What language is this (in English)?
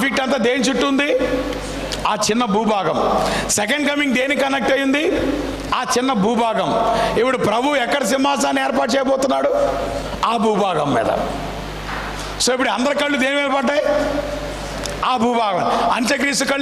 Telugu